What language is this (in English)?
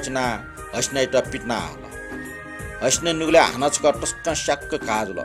Newari